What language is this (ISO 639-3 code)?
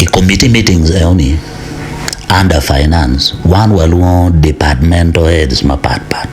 ach